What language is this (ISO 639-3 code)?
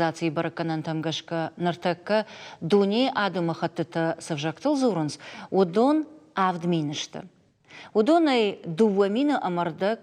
oss